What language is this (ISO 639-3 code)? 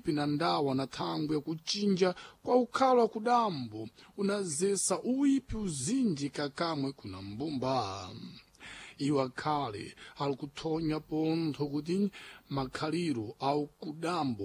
seh